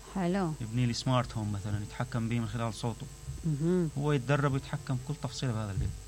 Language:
Mesopotamian Arabic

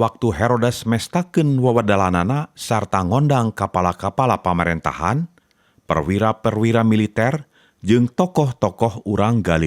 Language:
Sundanese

